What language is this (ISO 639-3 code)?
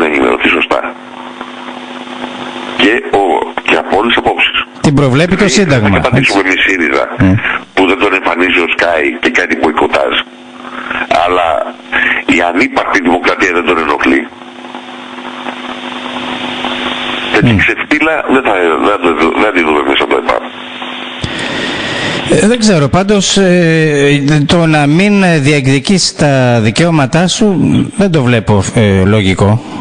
ell